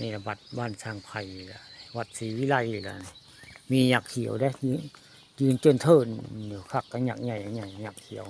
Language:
Northeastern Thai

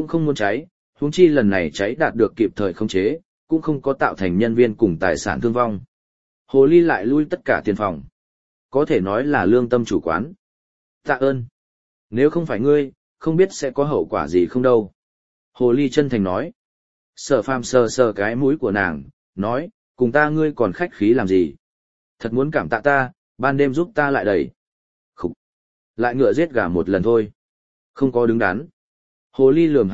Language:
Vietnamese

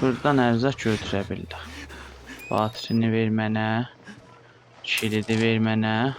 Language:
South Azerbaijani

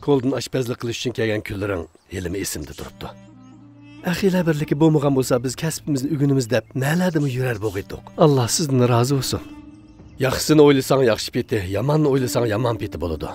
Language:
Uyghur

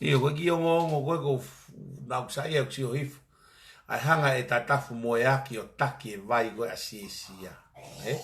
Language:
Tongan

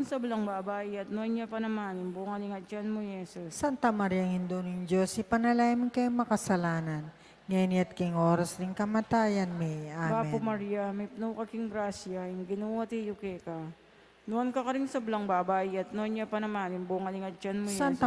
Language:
Pampanga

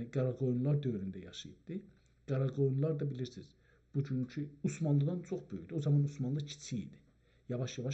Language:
South Azerbaijani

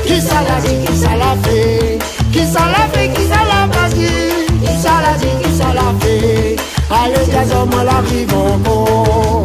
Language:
Réunion Creole French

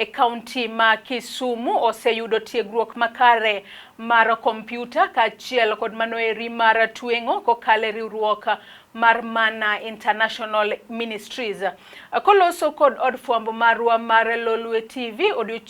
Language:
Luo (Kenya and Tanzania)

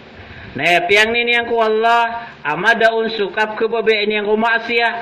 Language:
Maranao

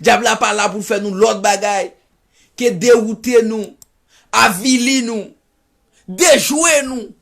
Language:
Haitian Creole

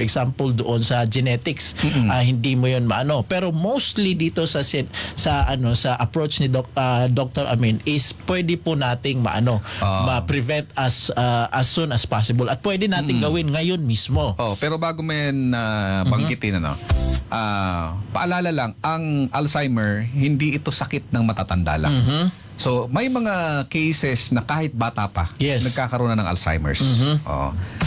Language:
Filipino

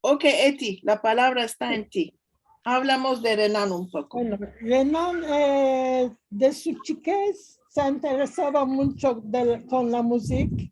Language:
Ladino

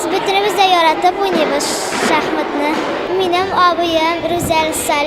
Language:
Tatar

